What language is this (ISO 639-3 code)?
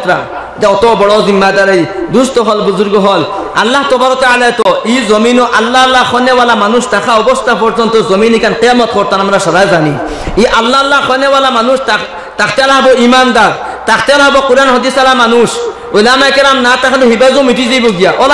syl